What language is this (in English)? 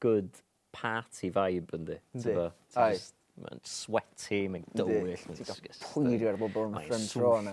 Welsh